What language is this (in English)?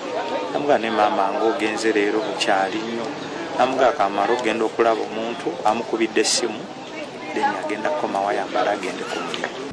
Ganda